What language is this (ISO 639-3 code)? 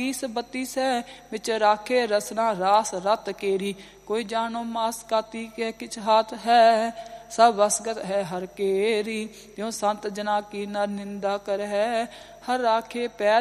pan